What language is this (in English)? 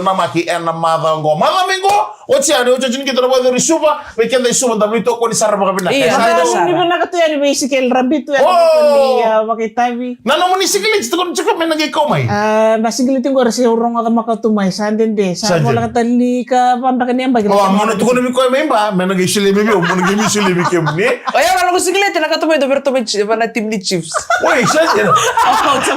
Fijian